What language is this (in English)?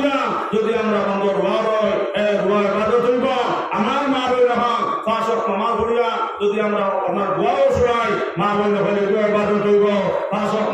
Sylheti